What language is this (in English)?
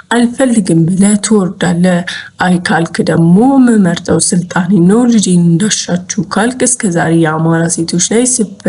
Amharic